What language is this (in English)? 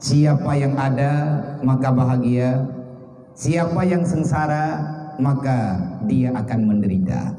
Achinese